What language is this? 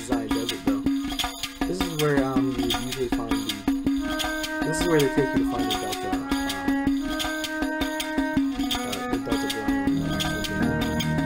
English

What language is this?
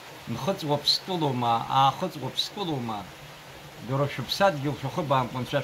Abkhazian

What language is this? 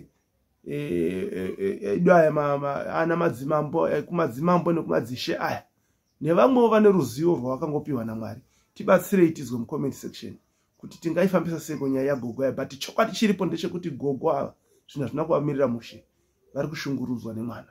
Shona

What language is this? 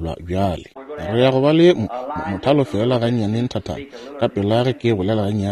Northern Sotho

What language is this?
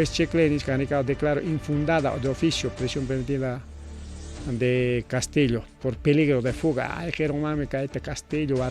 Ayacucho Quechua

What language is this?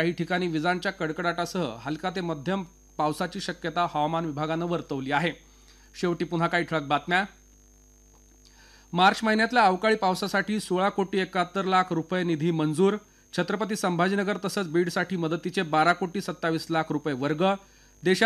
Marathi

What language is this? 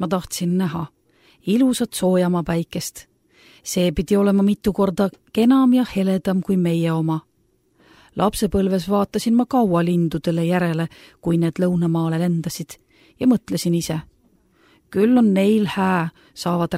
Estonian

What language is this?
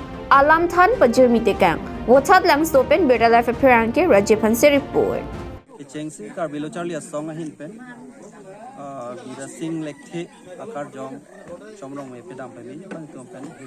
Karbi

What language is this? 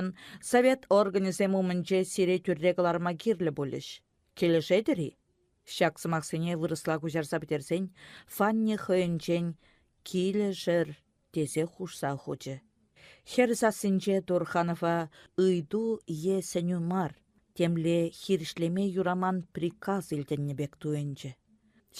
Chuvash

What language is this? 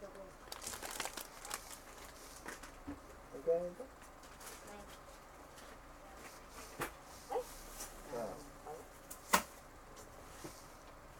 Filipino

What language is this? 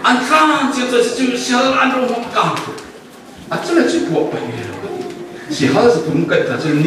Falam Chin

